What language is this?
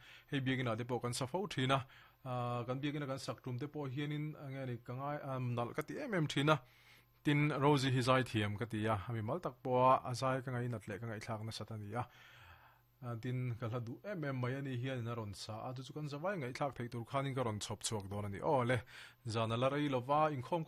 Mizo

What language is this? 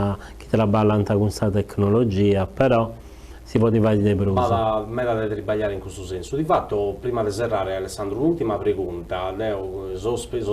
Sardinian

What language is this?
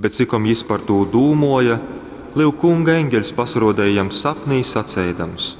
Latgalian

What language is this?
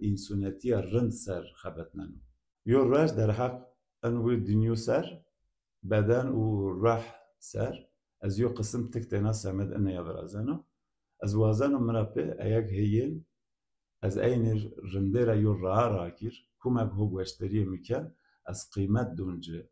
Zaza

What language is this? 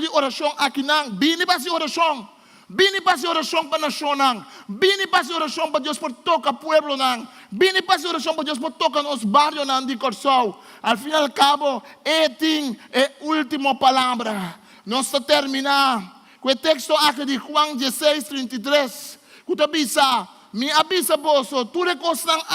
Papiamento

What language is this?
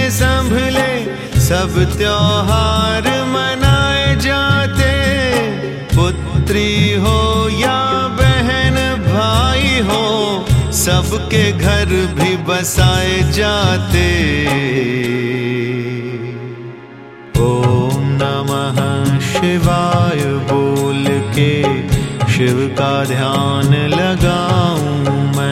Hindi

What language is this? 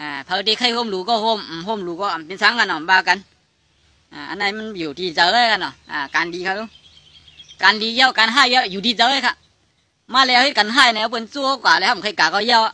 Shan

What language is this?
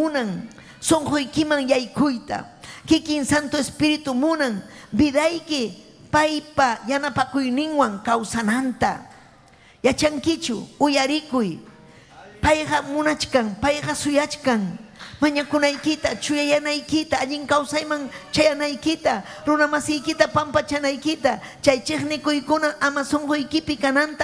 Ayacucho Quechua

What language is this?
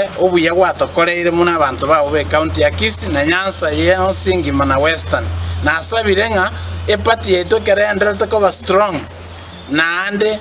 Gusii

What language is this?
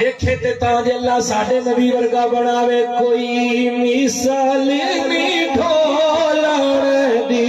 Saraiki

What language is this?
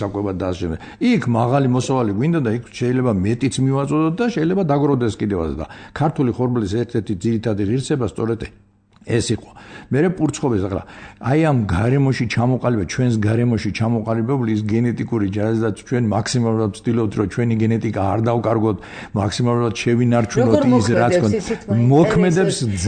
Georgian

